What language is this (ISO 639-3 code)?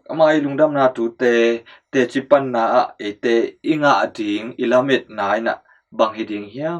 ctd